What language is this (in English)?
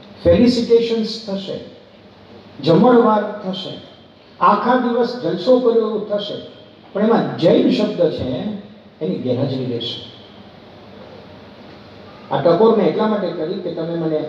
Gujarati